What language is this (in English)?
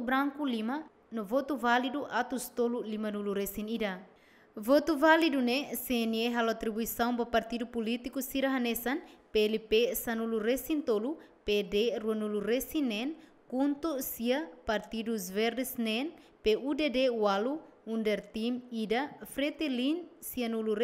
Tetum